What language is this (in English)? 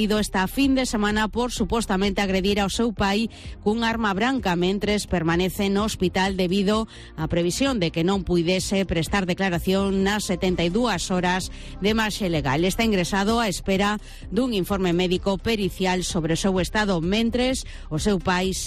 Galician